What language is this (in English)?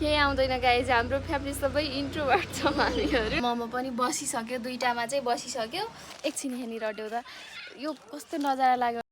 Nepali